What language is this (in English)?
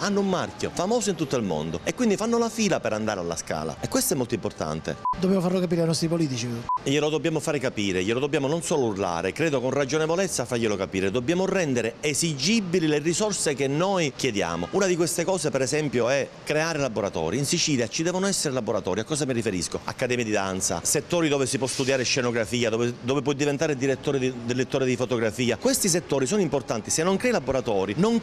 Italian